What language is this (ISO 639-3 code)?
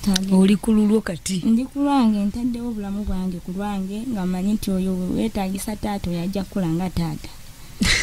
lug